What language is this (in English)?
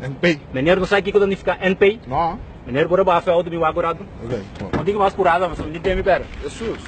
Papiamento